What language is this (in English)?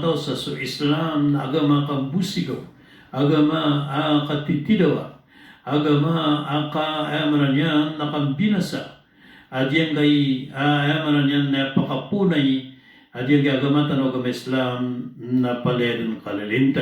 Maranao